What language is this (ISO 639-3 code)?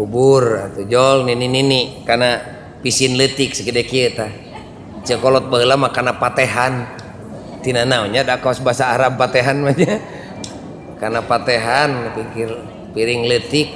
sun